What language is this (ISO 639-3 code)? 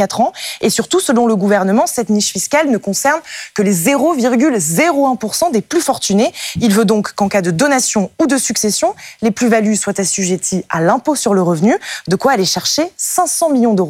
fra